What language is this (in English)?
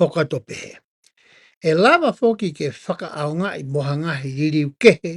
Tongan